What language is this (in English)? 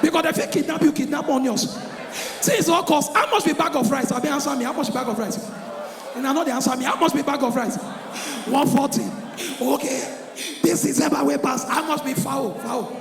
Nigerian Pidgin